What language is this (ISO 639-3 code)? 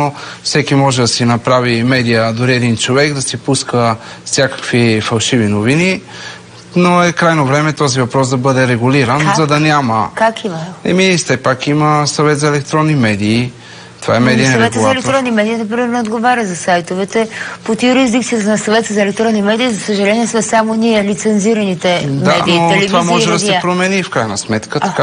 bul